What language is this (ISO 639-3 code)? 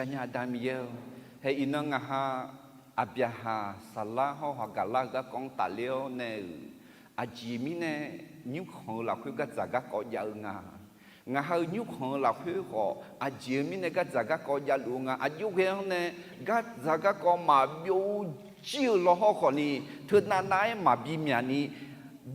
ahk